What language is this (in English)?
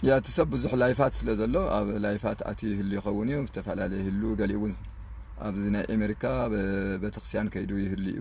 Tigrinya